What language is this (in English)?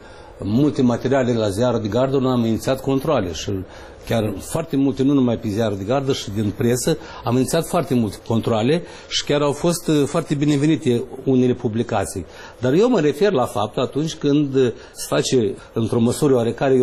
Romanian